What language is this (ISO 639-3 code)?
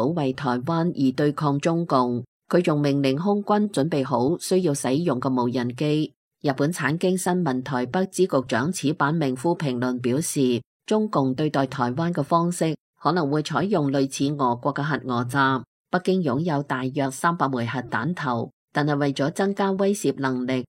yue